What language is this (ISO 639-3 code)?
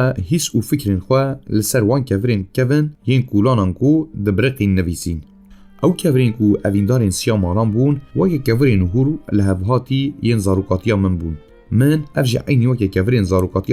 kur